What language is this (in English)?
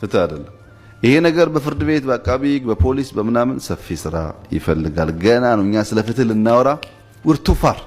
Amharic